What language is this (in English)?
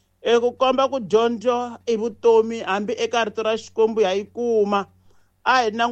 Tsonga